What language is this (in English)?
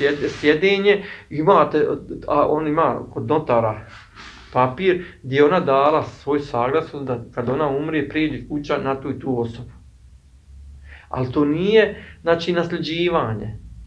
Bosnian